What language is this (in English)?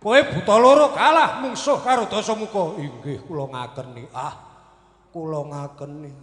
Javanese